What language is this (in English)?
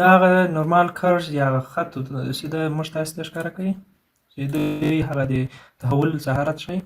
Pashto